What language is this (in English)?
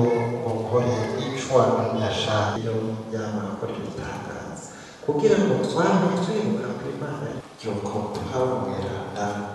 Rundi